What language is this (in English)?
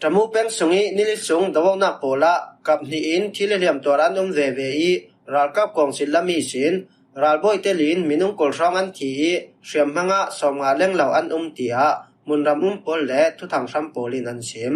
Falam Chin